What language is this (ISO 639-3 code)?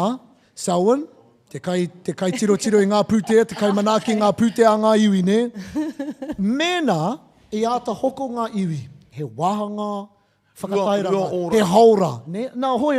mri